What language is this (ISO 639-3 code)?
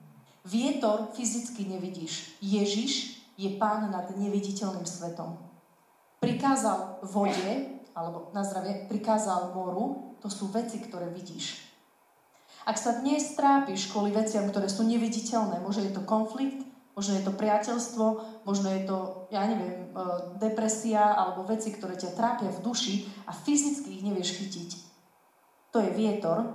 slk